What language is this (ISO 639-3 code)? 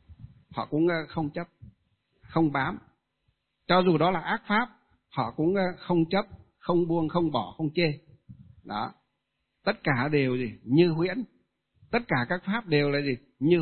vie